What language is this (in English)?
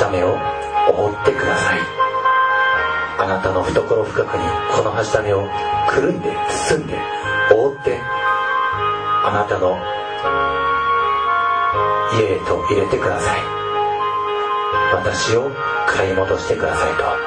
Japanese